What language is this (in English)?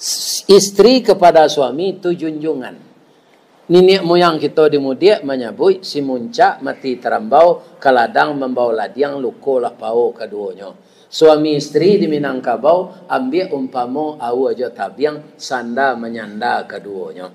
Minangkabau